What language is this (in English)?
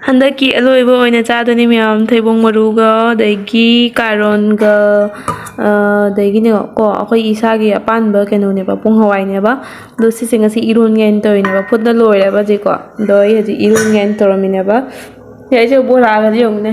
Manipuri